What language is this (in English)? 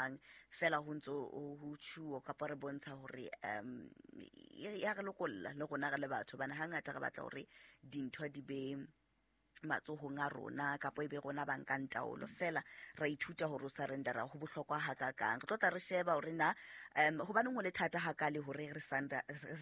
Southern Sotho